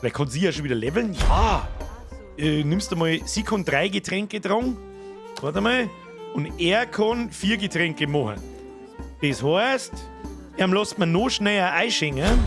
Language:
Bavarian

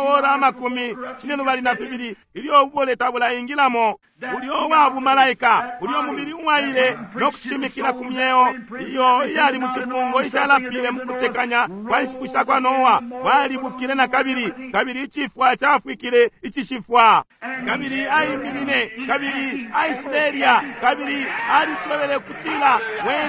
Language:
Bemba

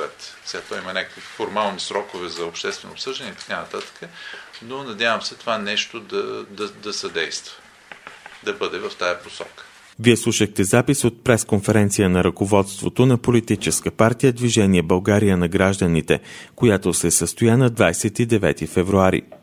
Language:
Bulgarian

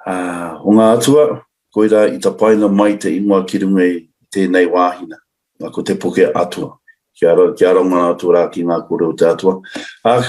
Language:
Māori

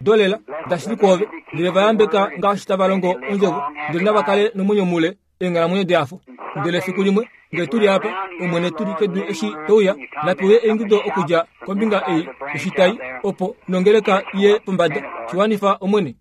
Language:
Kuanyama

